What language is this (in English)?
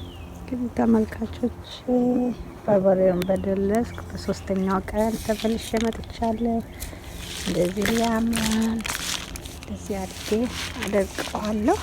Amharic